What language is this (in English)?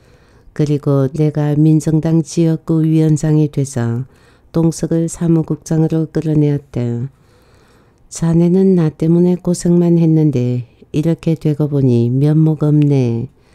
Korean